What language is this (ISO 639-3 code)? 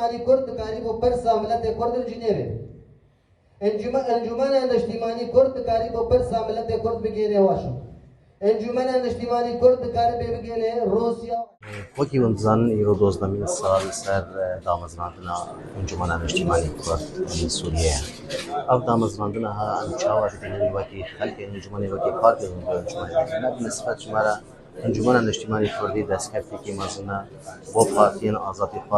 kur